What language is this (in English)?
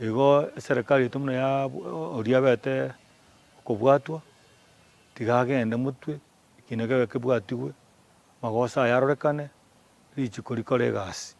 Gusii